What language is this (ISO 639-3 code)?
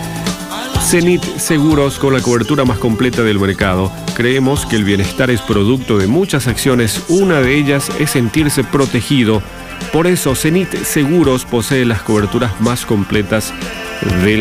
spa